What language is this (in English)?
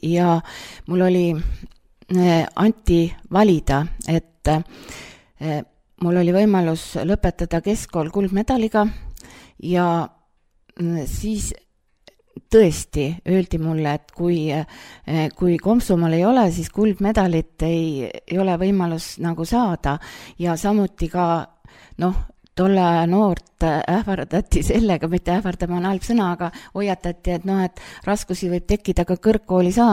Estonian